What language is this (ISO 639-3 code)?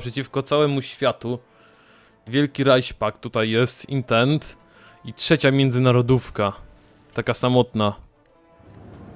pol